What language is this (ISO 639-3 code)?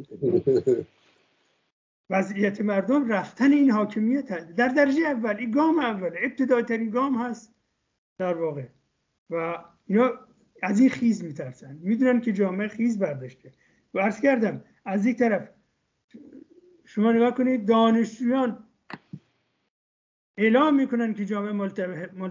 fas